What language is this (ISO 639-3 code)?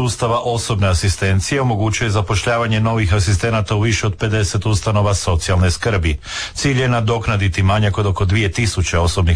hrv